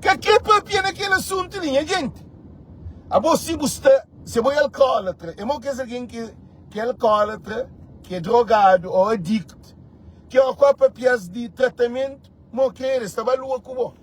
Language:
Kabuverdianu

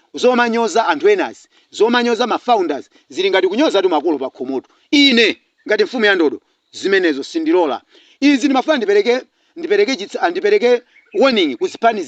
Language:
Nyanja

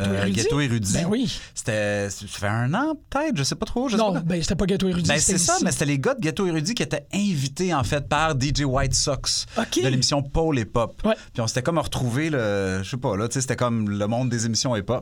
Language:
French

